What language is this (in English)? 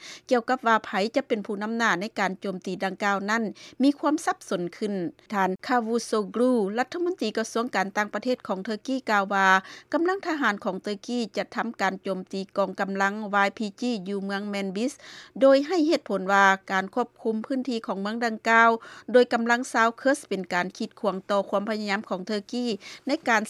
Lao